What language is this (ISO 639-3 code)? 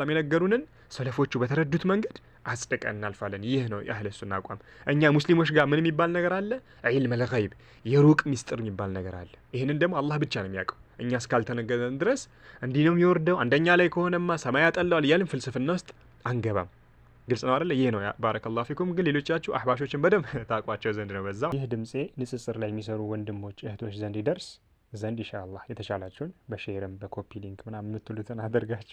amh